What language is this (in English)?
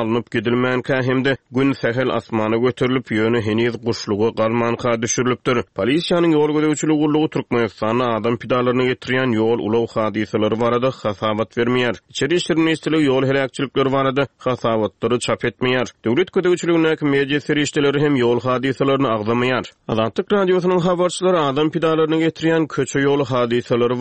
Turkmen